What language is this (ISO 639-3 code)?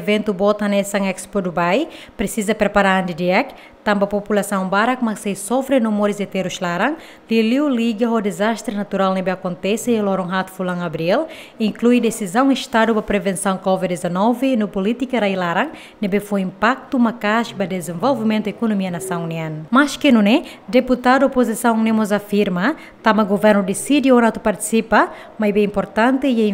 tet